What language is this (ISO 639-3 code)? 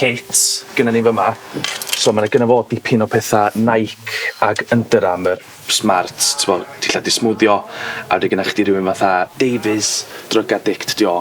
cym